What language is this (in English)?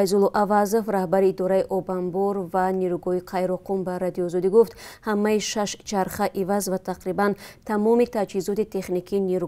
Tajik